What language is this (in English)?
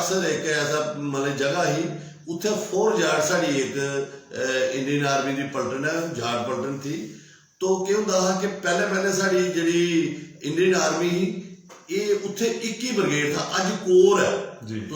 Dogri